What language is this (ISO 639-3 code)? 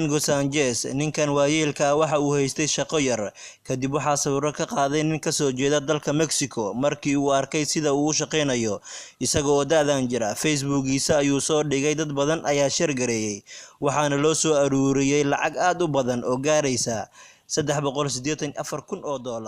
som